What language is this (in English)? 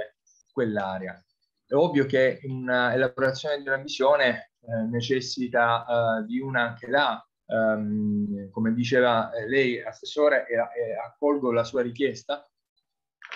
Italian